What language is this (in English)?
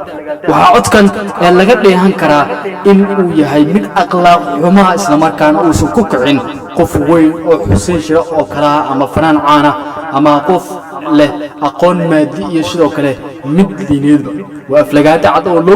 Somali